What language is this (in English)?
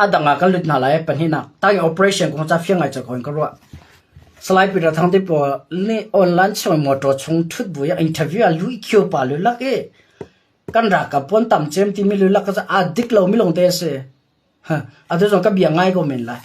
Hakha Chin